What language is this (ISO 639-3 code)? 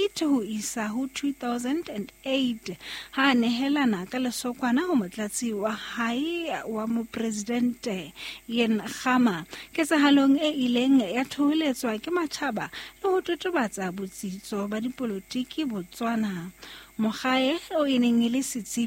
sot